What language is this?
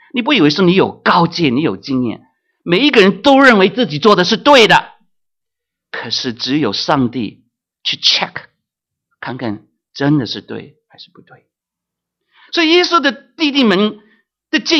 Chinese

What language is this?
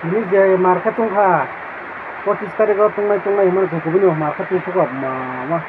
Kok Borok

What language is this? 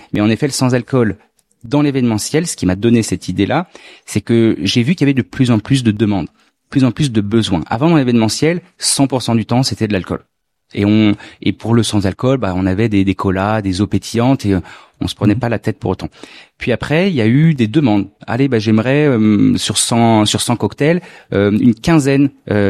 French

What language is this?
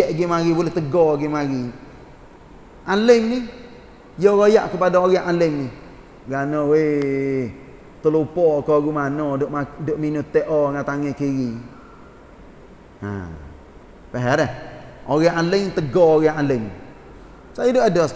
Malay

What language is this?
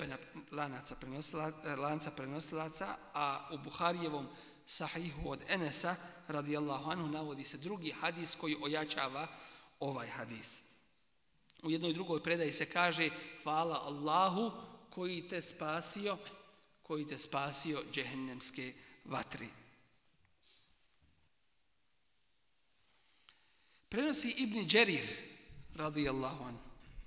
Bosnian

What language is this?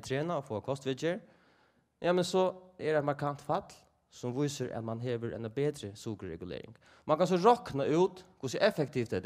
Faroese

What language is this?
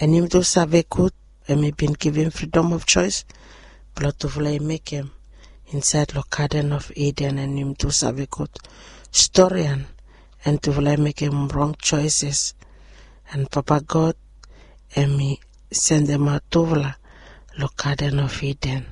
Bislama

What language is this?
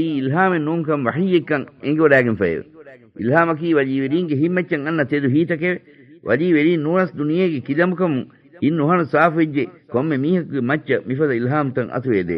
Divehi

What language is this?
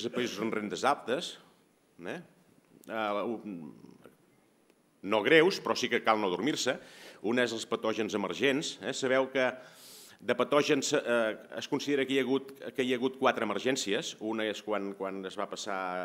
Catalan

